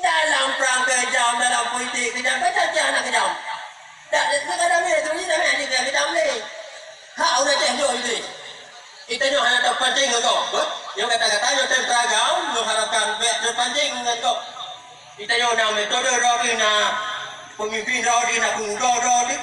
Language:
Achinese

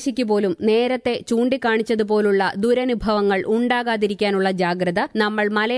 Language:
Malayalam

